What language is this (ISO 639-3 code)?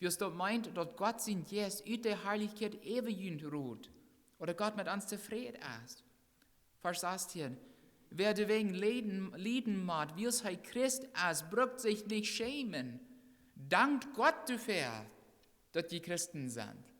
pdt